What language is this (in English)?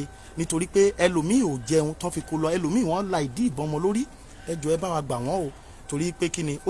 Yoruba